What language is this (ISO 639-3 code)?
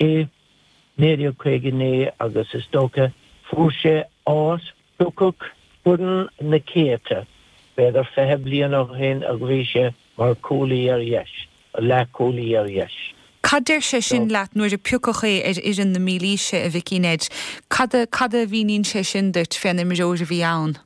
gle